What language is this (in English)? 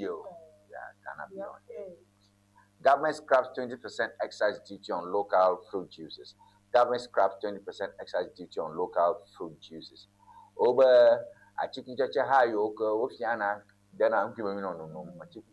Ewe